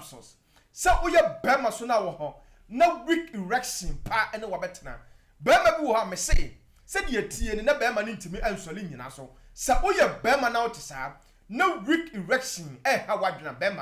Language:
Akan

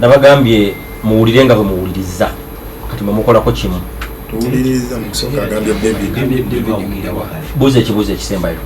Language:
Ganda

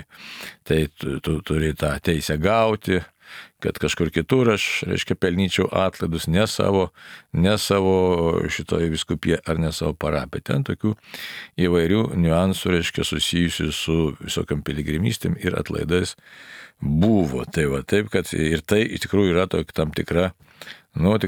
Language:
Lithuanian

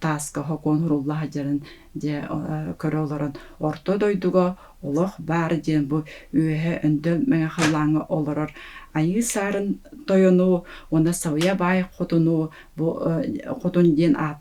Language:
Yakut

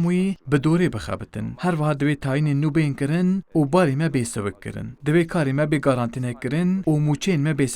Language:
Kurdish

